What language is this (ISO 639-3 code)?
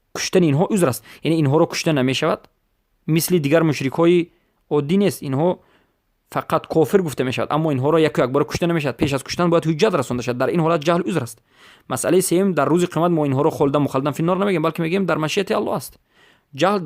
fas